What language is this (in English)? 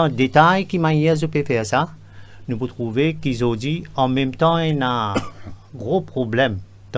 Morisyen